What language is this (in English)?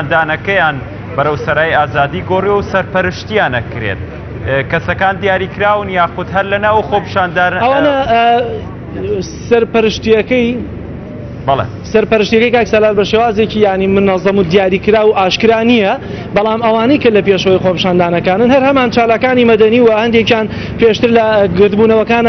Central Kurdish